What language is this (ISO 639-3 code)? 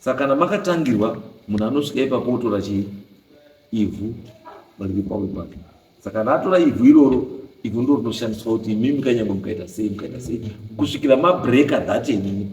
sna